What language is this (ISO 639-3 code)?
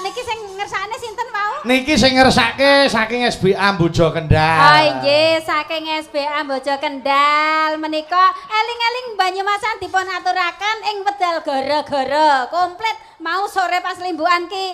jav